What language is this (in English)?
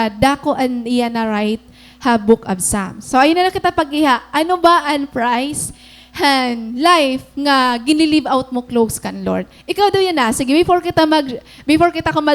Waray